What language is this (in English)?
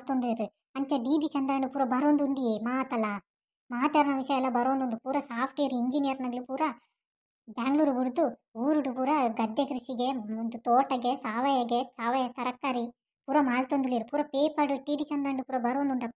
Tulu